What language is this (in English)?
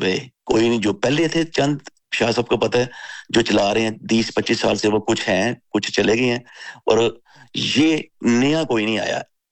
Urdu